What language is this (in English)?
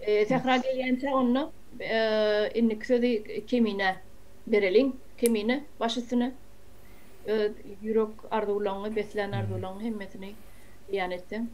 Turkmen